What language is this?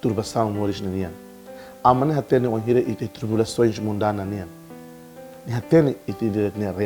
Tetum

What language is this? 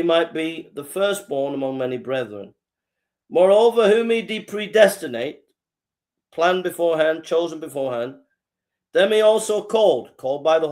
English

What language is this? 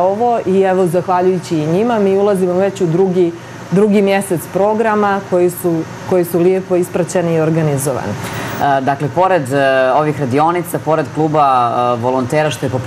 Bosnian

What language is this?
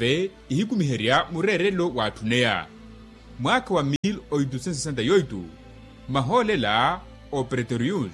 Makhuwa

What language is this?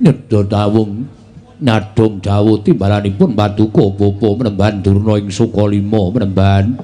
Javanese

